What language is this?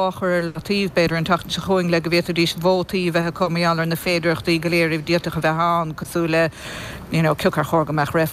Irish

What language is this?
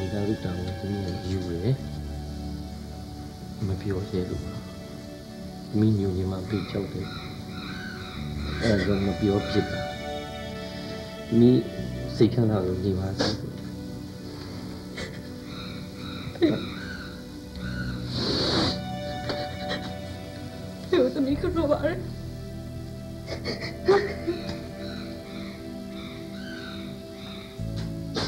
Burmese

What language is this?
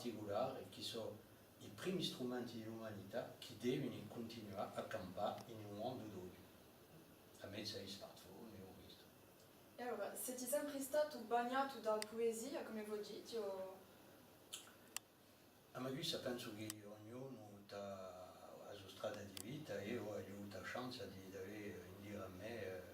Corsican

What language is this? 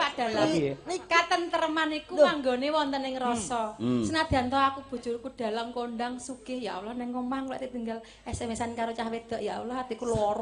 Javanese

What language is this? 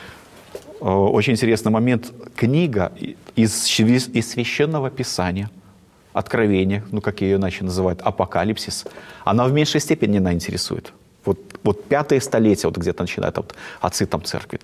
Russian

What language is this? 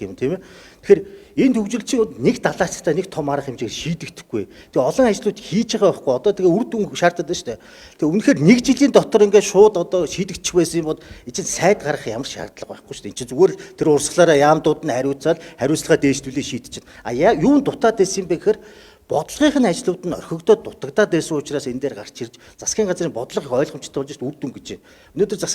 Mongolian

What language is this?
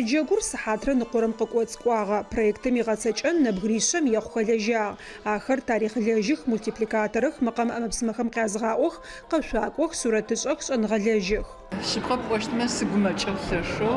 Adyghe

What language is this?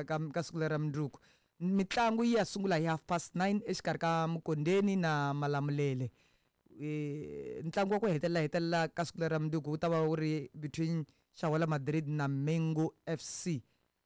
Tsonga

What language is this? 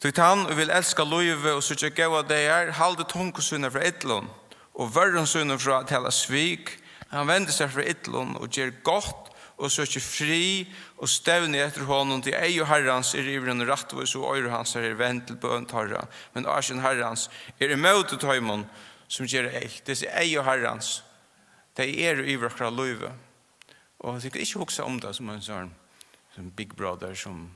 Faroese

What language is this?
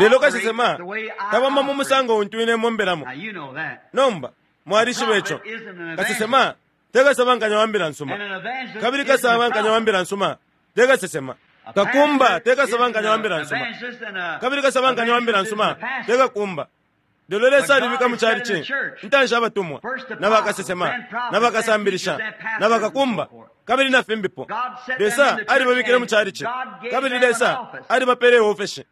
Bemba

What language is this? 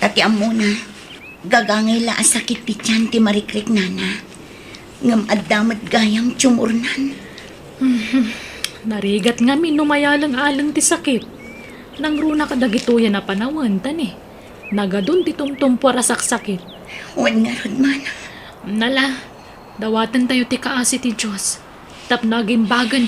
Iloko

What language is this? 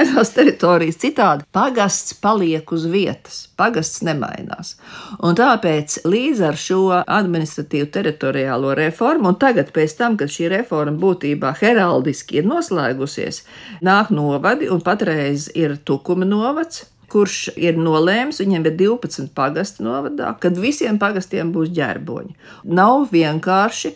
Latvian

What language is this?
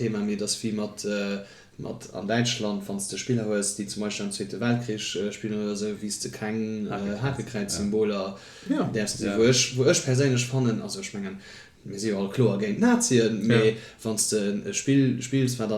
Luxembourgish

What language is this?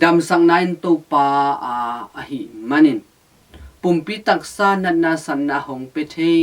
Tedim Chin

